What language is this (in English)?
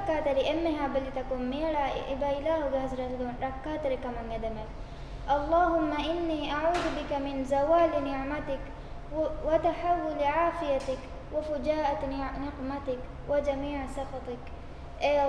Divehi